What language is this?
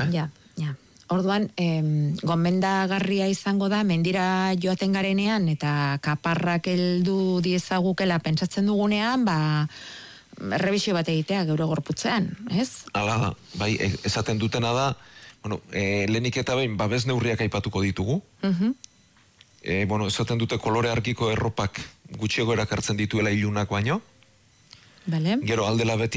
Basque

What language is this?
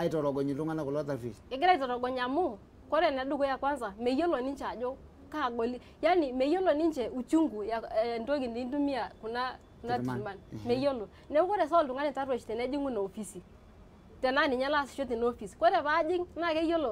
Masai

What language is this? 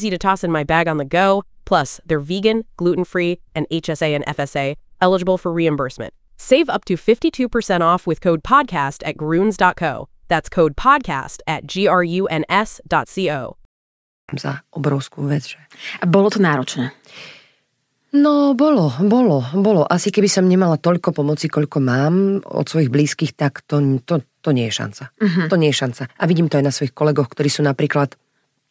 Slovak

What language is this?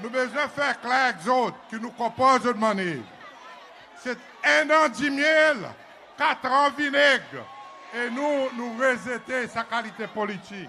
Seselwa Creole French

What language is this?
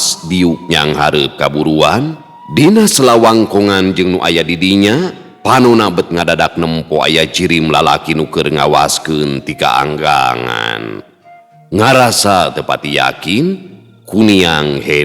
Sundanese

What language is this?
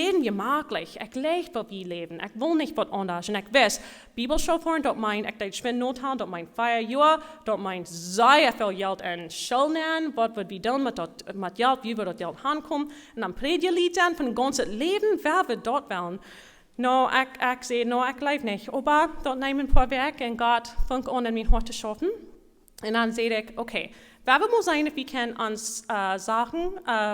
Plautdietsch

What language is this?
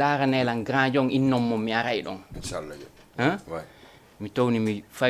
Fula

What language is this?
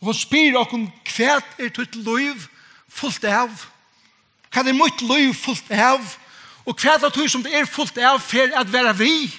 Faroese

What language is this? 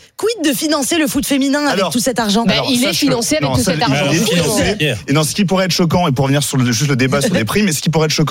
French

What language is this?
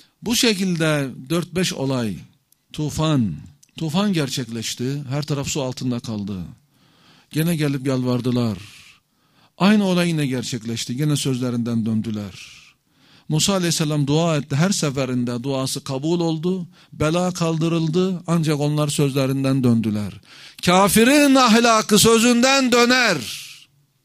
Turkish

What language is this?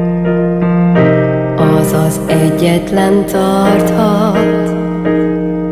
Hungarian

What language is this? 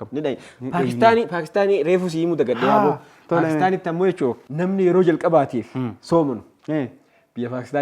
Oromo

